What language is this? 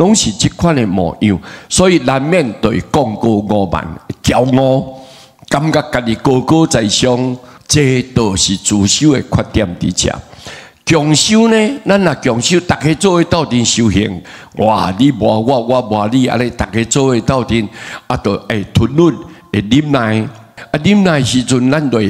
Min Nan Chinese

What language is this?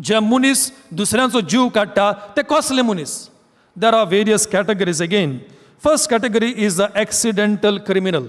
Konkani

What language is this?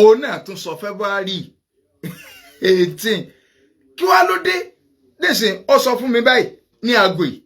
Yoruba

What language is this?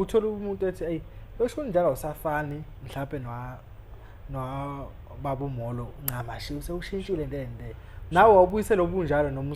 Zulu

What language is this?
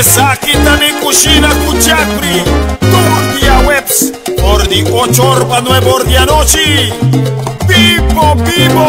Papiamento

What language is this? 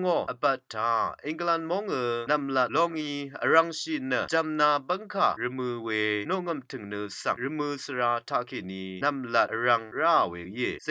Rawang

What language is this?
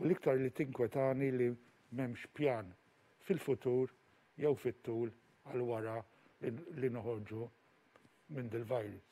Maltese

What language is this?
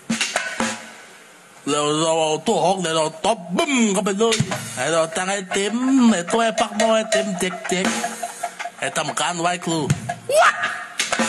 Thai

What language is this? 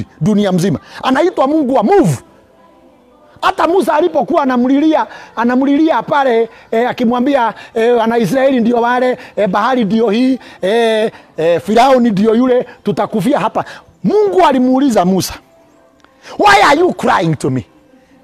Swahili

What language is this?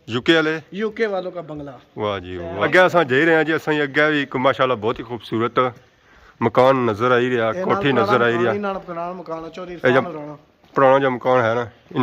Pahari-Potwari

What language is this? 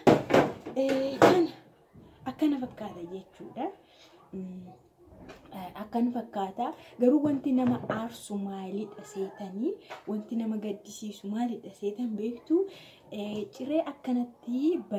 Oromo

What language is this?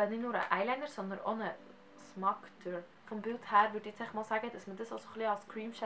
Swiss German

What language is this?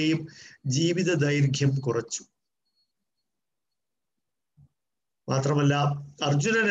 Malayalam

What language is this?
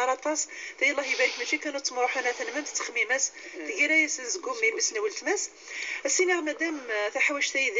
Kabyle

